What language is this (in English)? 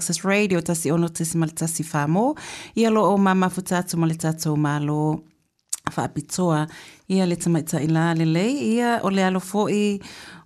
Samoan